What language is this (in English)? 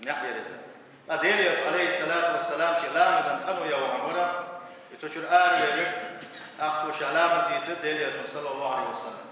Chechen